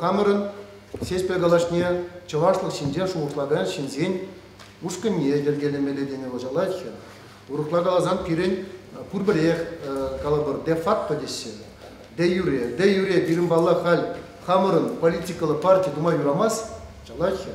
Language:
Chuvash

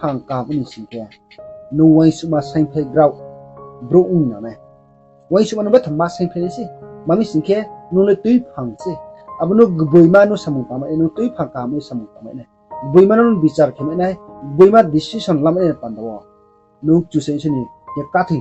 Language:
Riang (India)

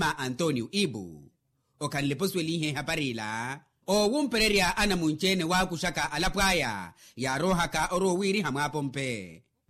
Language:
Makhuwa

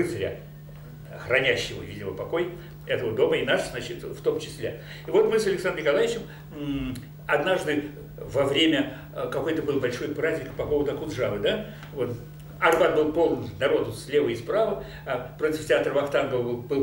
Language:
Russian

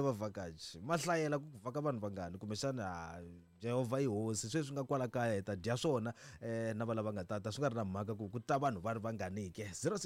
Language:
Tsonga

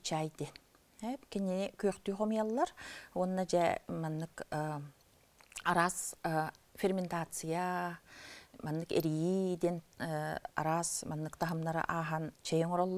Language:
Yakut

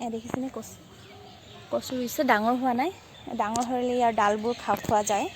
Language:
Assamese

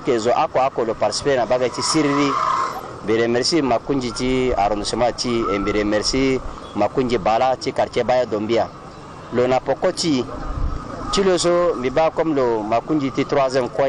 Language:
Sango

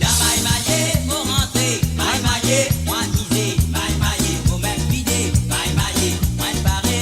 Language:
Morisyen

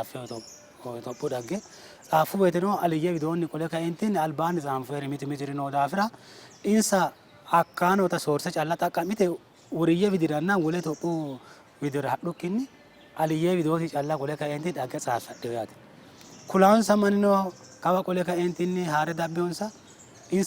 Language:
Sidamo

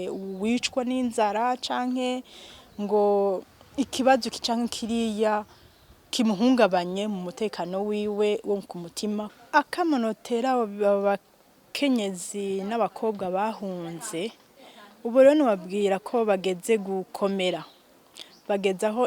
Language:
Rundi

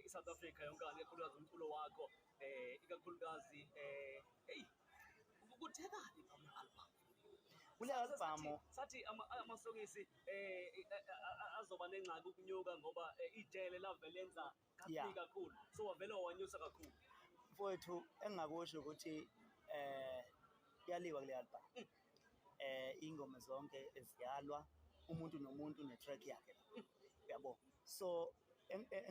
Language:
Zulu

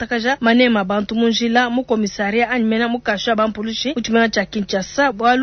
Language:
Luba-Lulua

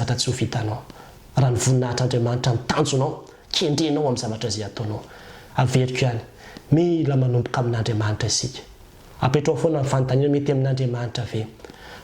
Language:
Malagasy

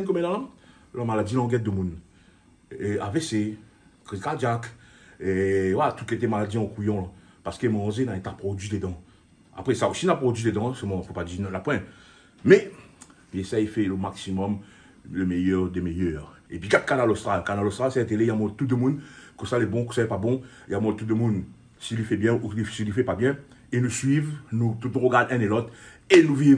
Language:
Réunion Creole French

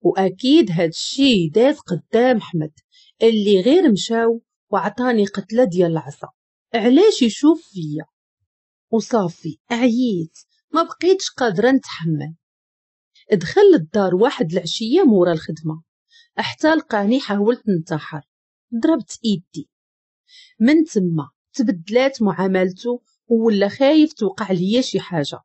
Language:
Moroccan Arabic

